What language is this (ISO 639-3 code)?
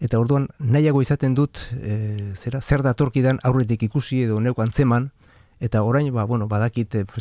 eus